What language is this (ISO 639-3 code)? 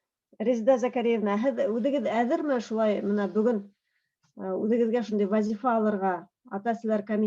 bak